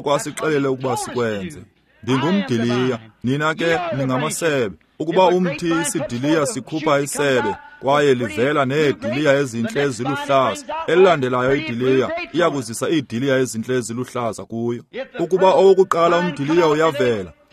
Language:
Xhosa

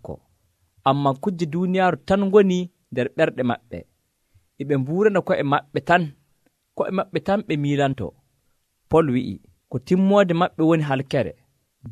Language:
Nigerian Fulfulde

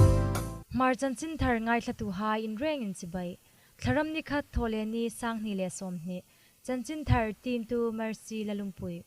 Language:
Hmar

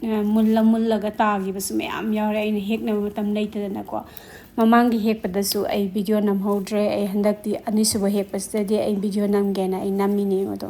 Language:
Manipuri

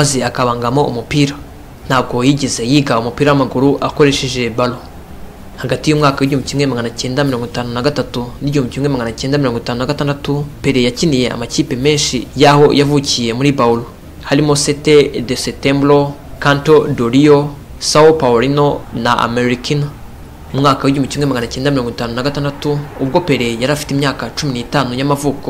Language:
Kinyarwanda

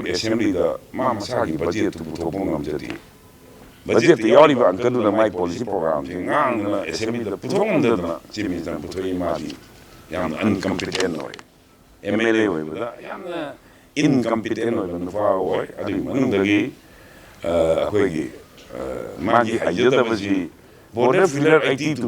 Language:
Manipuri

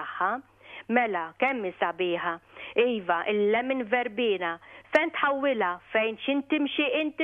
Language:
Maltese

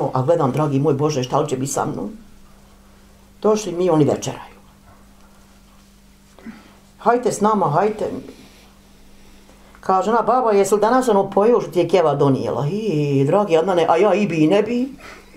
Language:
Bosnian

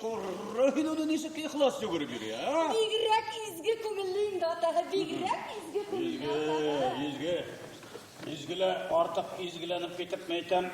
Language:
Bashkir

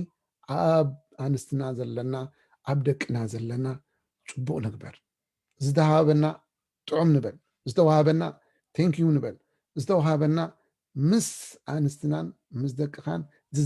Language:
Tigrinya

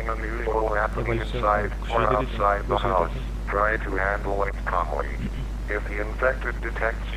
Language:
Kara-Kalpak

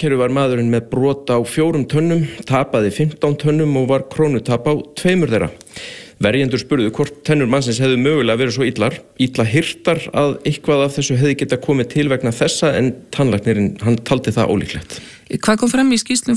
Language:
Icelandic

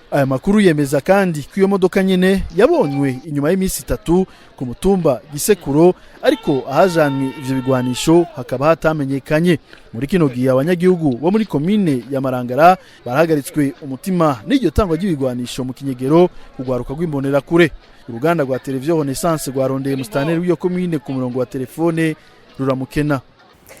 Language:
Rundi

